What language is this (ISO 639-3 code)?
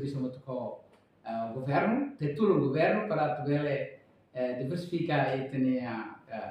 tet